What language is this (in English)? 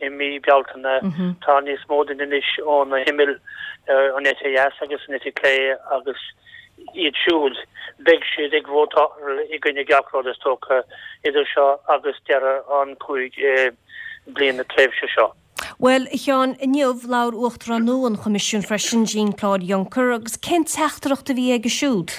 Irish